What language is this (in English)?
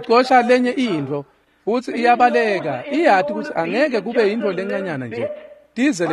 Swati